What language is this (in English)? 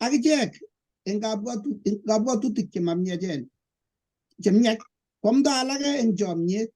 Kalenjin